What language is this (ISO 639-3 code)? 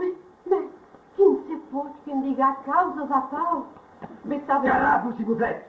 oci